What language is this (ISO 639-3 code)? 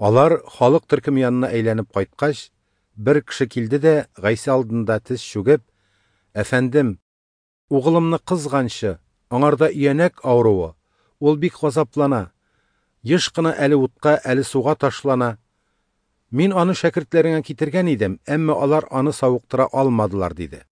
tat